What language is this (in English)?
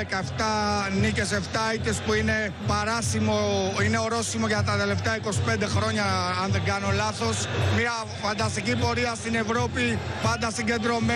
Greek